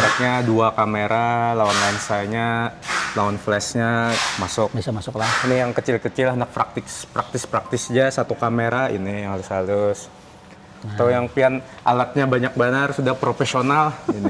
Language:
Banjar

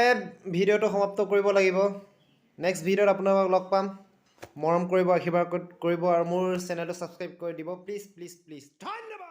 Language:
Assamese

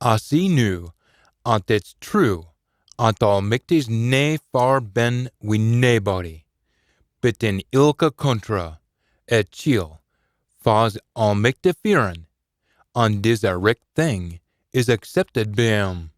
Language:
Scots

